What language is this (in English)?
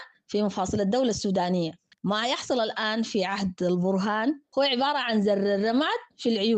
Sudanese Arabic